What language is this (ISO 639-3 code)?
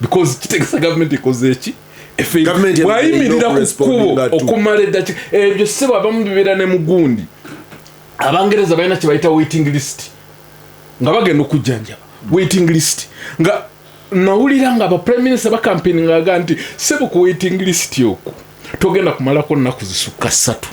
lug